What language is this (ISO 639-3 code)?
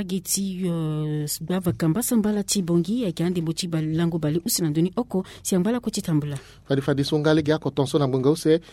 sag